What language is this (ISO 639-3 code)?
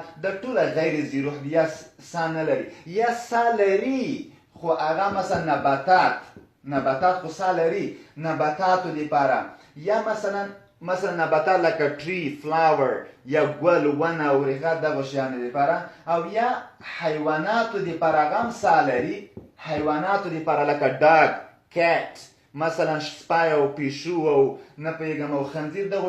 pus